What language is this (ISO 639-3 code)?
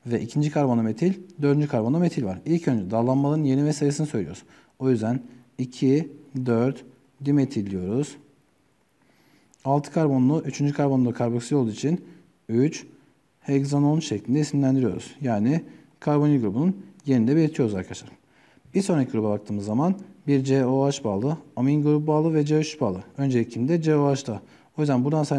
tur